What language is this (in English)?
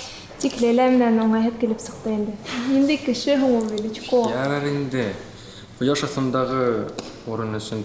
Bashkir